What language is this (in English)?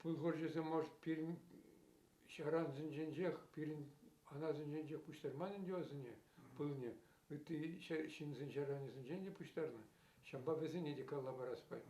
Chuvash